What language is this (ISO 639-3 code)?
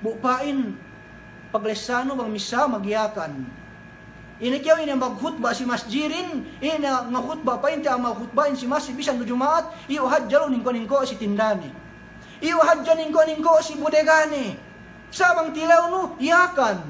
yka